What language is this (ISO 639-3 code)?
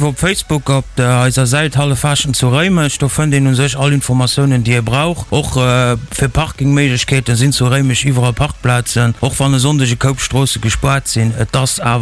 ltz